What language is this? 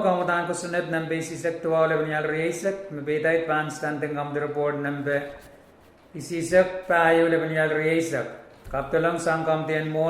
Pohnpeian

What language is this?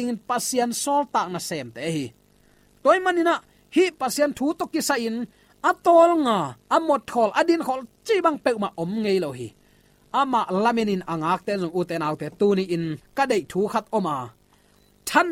Tedim Chin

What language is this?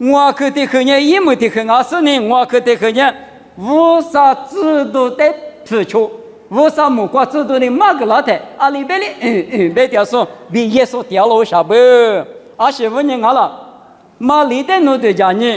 Lisu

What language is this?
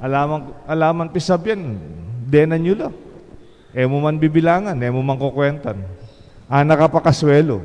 Pampanga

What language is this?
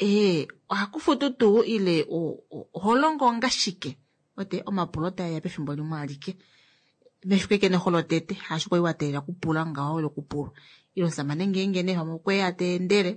Kuanyama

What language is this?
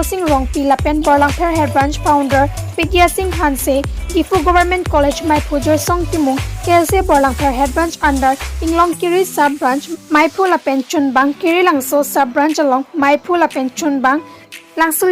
Karbi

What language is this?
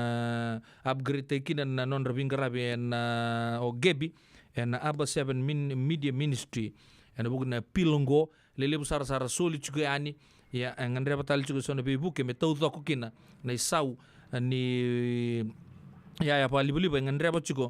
Fijian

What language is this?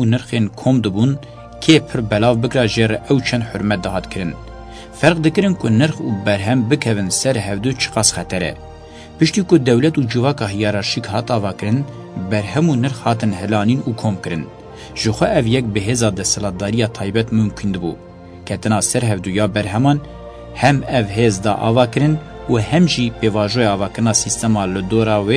Kurdish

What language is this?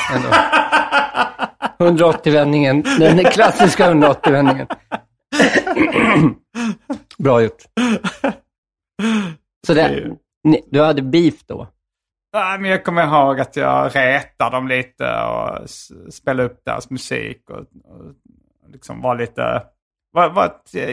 Swedish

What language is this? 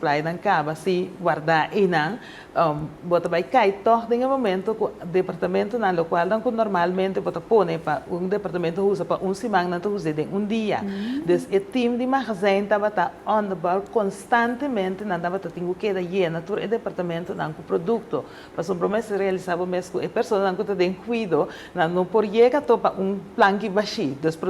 Papiamento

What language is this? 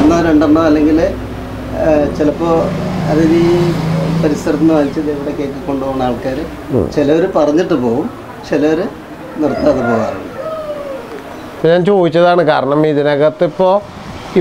Malayalam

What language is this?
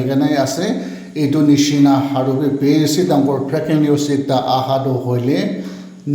Naga Pidgin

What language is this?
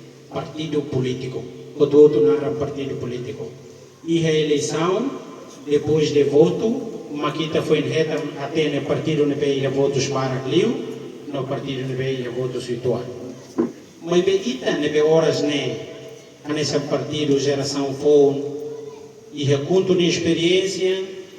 Tetum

